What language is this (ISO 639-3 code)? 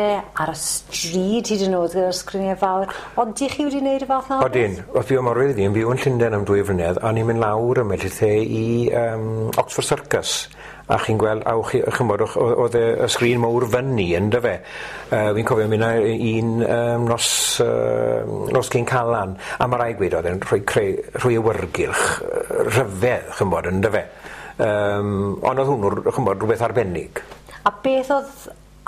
cym